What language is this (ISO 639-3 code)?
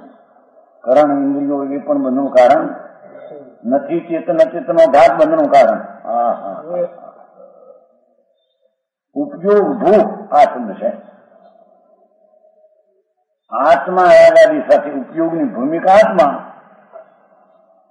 guj